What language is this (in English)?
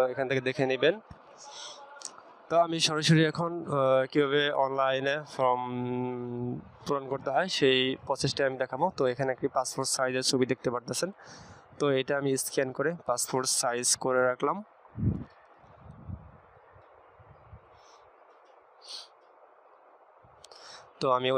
Bangla